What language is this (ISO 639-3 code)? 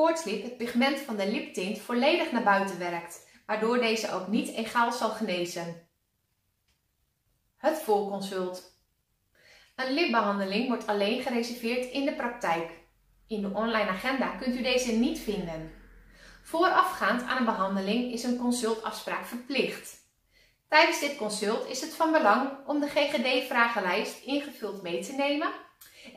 nld